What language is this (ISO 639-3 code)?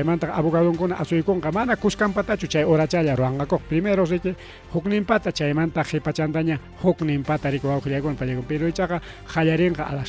quy